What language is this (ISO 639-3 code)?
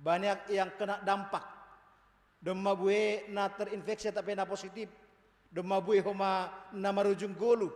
bts